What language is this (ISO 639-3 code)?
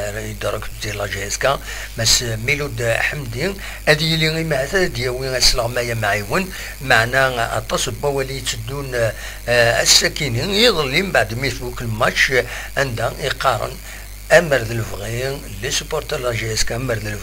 kab